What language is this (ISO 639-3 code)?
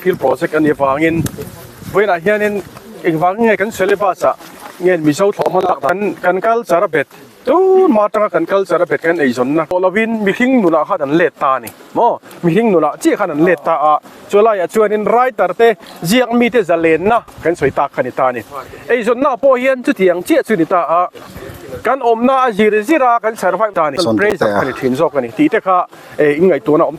lus